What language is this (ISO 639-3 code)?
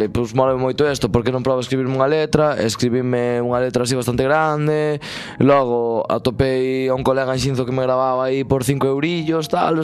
glg